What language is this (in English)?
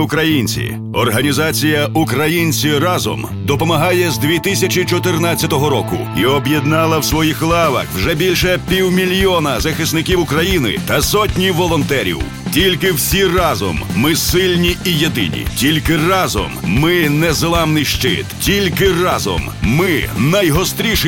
Ukrainian